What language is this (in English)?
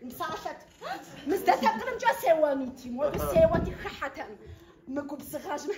Kabardian